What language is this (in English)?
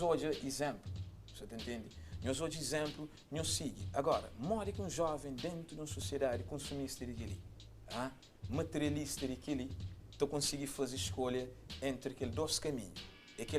Kabuverdianu